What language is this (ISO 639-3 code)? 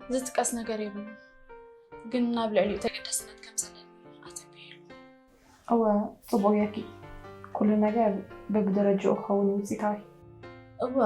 tir